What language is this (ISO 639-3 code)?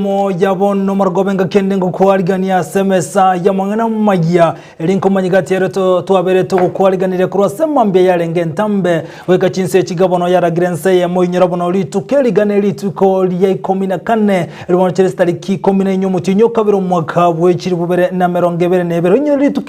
guz